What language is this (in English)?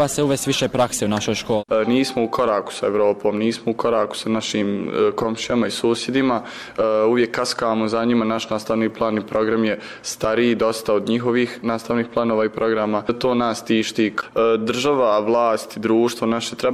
Bosnian